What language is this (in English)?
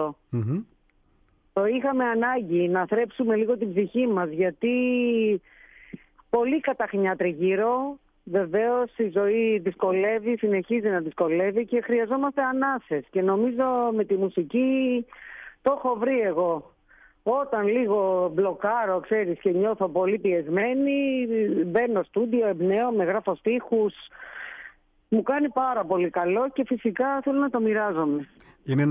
Greek